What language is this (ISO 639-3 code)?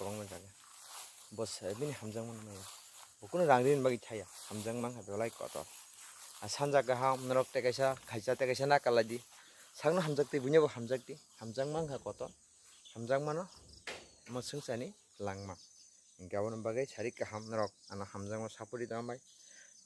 trp